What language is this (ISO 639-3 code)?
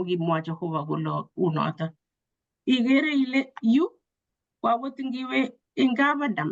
kln